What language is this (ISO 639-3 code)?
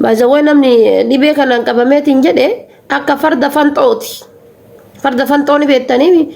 orm